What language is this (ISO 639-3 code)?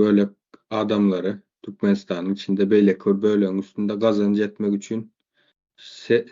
tuk